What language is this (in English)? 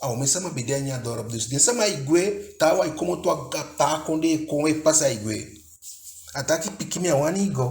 Eastern Maroon Creole